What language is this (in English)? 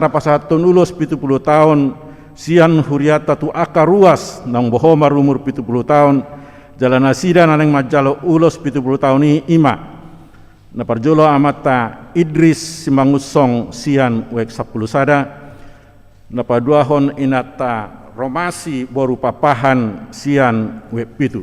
Batak Toba